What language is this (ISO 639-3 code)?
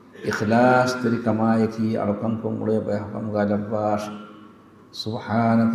div